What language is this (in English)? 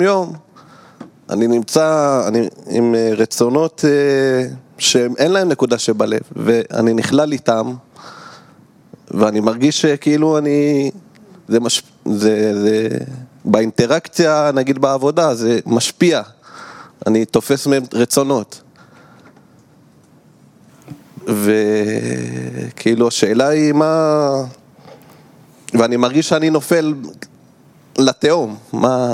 Hebrew